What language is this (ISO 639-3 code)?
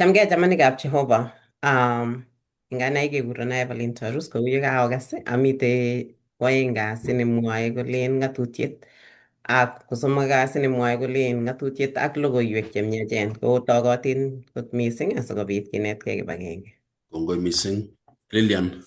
kln